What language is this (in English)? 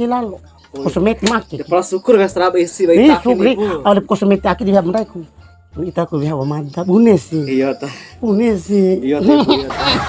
Bima